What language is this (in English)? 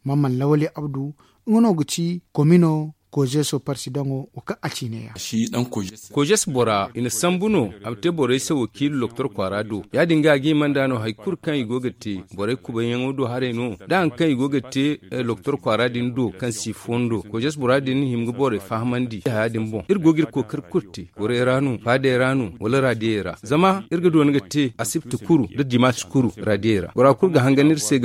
Zarma